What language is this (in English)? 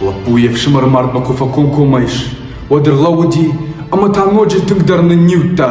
Ossetic